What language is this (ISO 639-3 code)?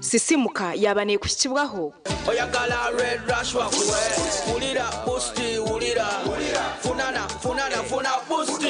nyn